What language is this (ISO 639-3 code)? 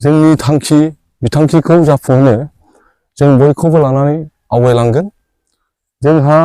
brx